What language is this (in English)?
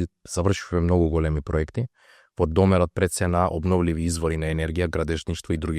Macedonian